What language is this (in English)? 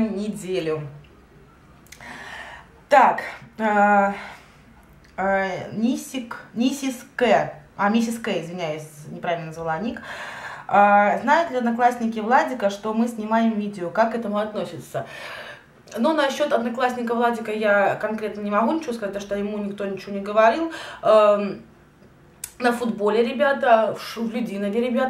Russian